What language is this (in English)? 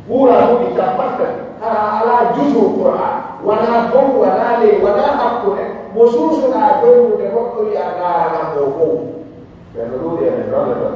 Pular